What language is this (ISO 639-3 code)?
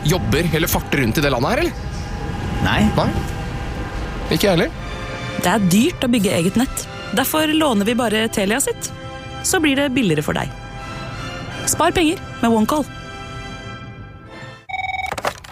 nor